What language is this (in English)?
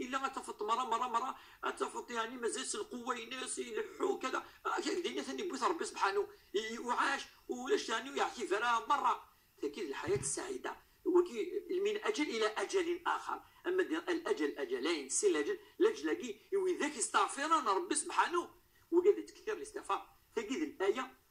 Moroccan Arabic